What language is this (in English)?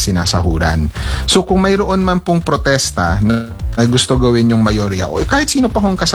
Filipino